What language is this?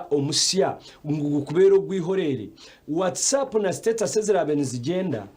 Nyankole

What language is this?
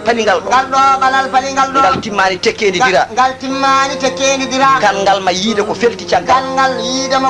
Fula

